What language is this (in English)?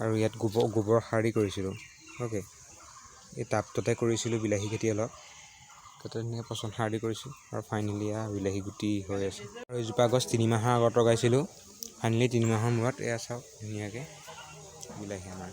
Assamese